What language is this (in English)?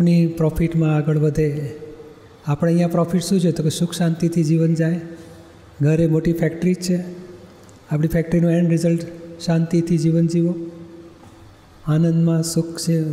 Gujarati